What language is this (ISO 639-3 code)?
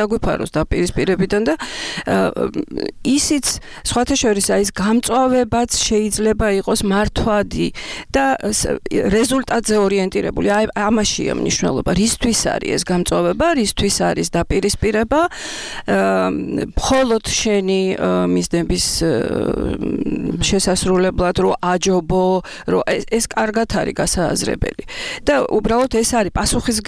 kat